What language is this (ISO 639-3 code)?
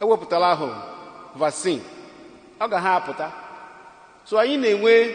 ibo